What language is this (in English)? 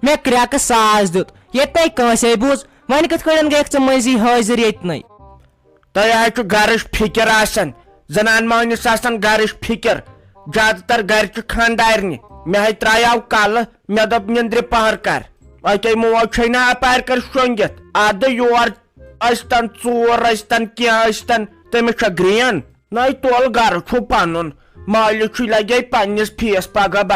Kashmiri